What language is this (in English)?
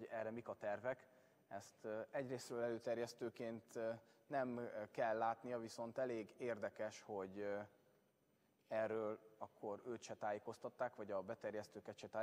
Hungarian